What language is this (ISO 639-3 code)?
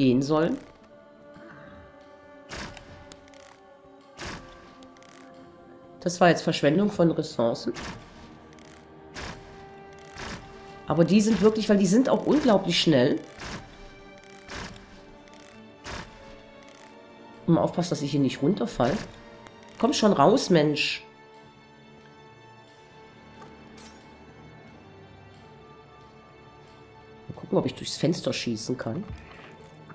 deu